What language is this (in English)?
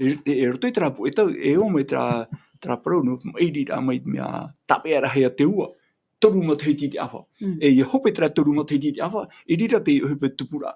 Tahitian